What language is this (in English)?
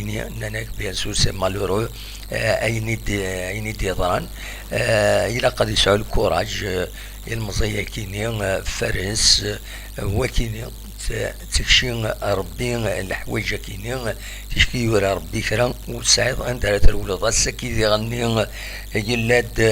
Kabyle